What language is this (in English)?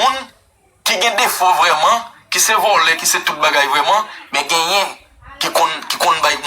Haitian Creole